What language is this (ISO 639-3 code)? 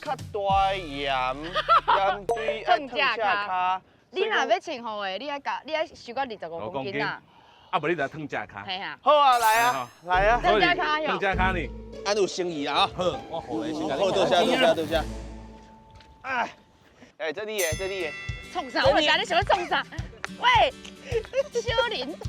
nan